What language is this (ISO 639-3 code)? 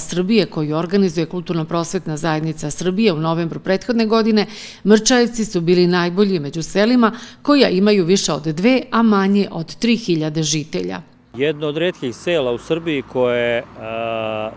srp